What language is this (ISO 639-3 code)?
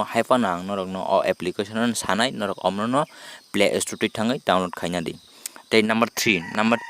trp